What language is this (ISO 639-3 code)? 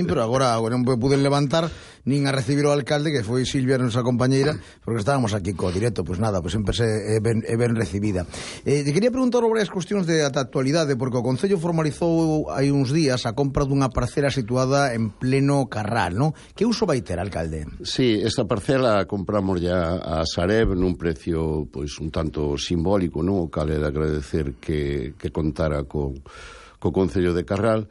glg